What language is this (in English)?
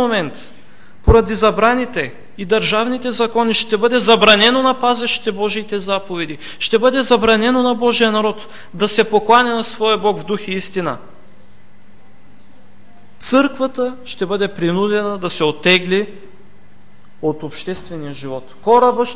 Bulgarian